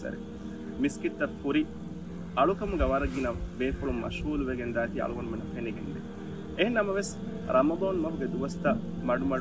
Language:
Divehi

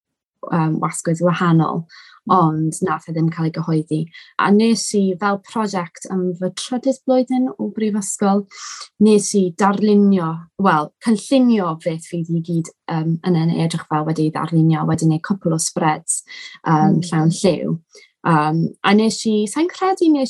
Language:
Welsh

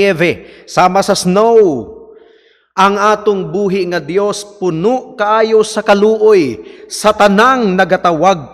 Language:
Cebuano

